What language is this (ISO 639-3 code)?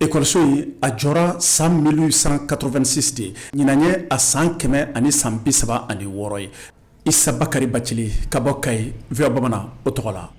bam